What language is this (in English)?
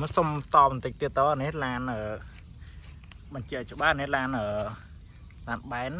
Khmer